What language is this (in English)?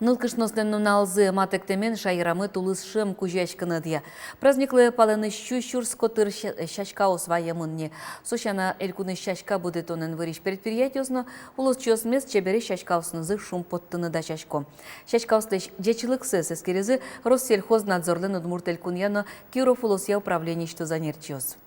Udmurt